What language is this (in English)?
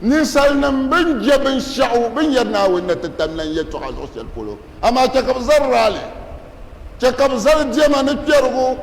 Dagbani